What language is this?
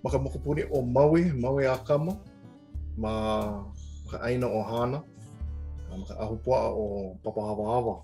Hawaiian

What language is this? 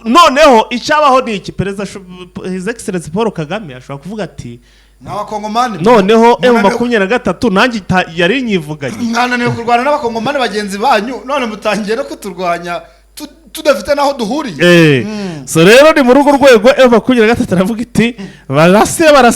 Kinyarwanda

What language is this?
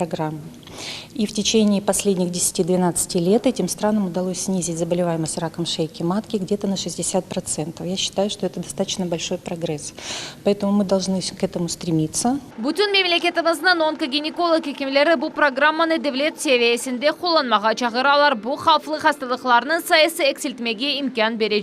Crimean Tatar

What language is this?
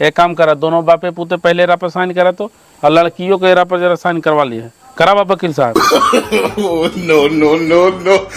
Magahi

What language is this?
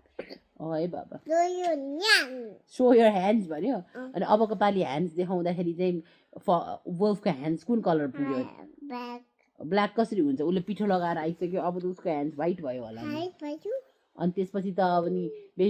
Nepali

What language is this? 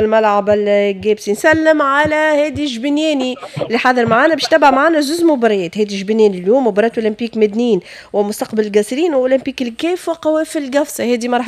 Tunisian Arabic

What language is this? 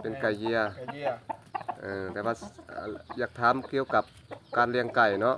Lao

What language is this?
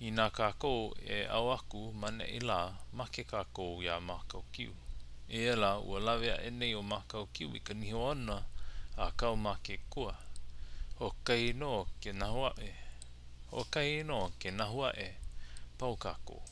Hawaiian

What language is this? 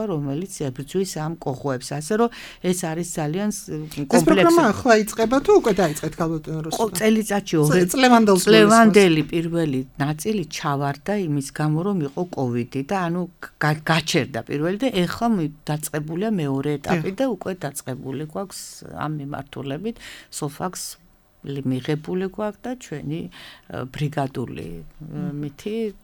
Georgian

